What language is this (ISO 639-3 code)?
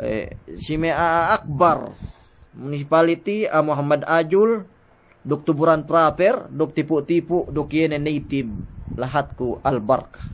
yka